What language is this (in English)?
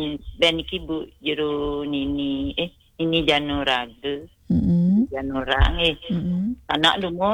Balinese